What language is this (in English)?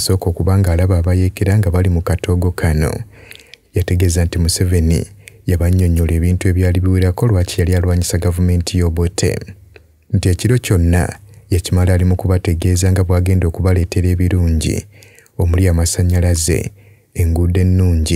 Ganda